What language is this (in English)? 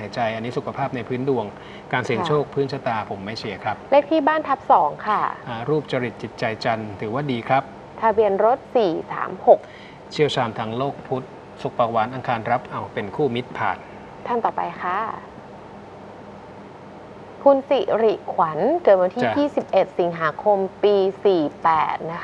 Thai